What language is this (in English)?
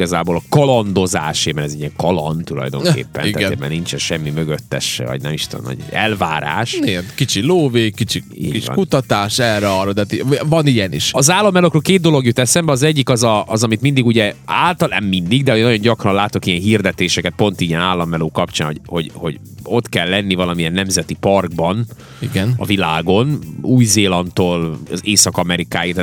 Hungarian